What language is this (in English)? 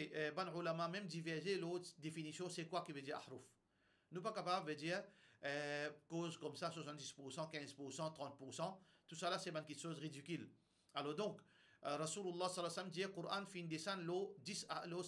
Morisyen